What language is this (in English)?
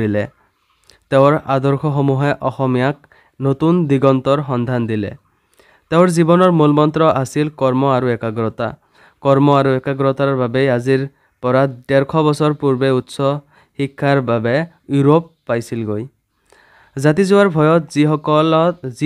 Assamese